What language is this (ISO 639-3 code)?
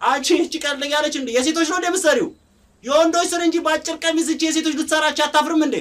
amh